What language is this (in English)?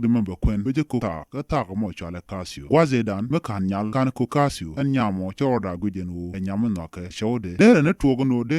Nuer